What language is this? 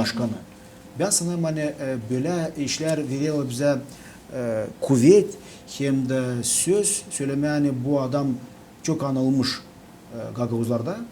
Gagauz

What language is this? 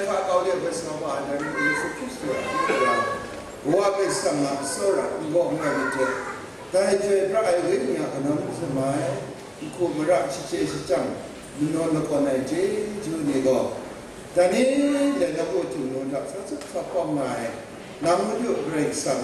Kachin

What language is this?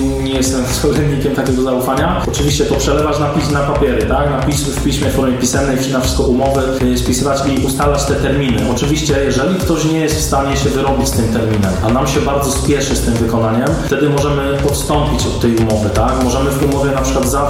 Polish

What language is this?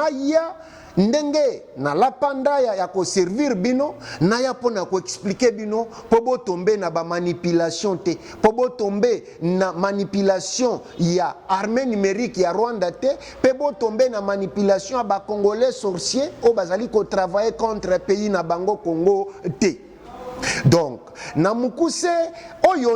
Lingala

